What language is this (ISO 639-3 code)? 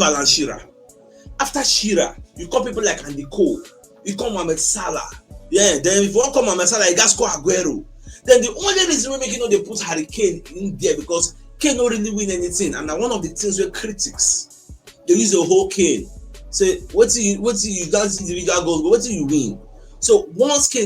pcm